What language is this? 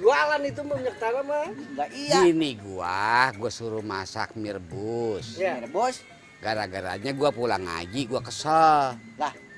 Betawi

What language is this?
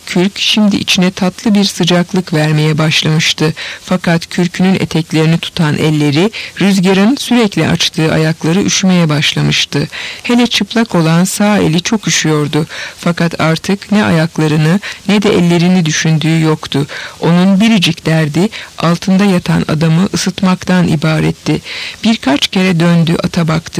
Turkish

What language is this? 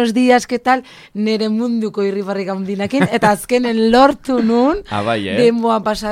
Basque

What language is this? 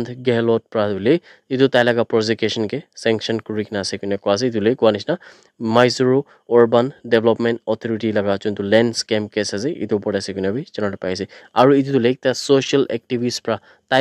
Naga Pidgin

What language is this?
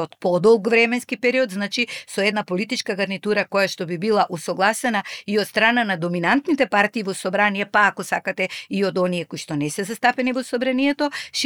Macedonian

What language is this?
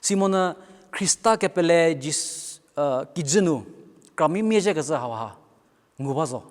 Angami Naga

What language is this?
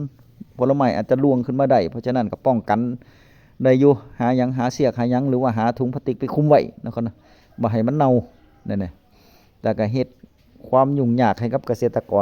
Northeastern Thai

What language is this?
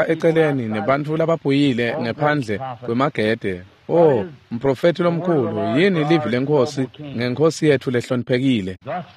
Swati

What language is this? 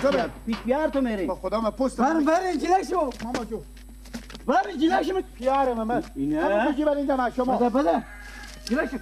Persian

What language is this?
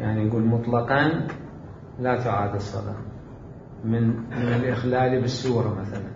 Mesopotamian Arabic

